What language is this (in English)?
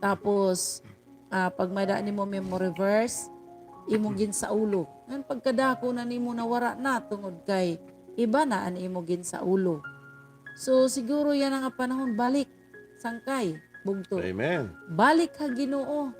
Waray